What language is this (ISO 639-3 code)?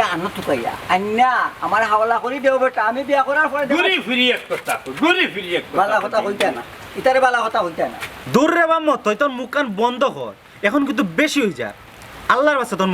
syl